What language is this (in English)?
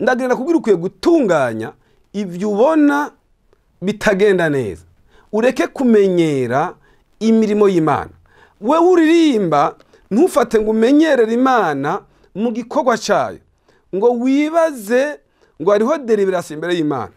Rundi